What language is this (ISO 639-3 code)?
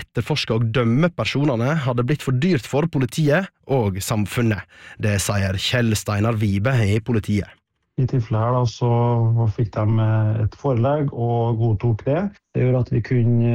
nor